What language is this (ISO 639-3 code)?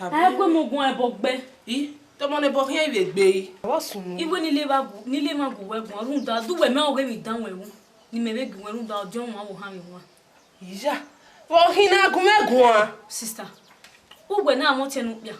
bin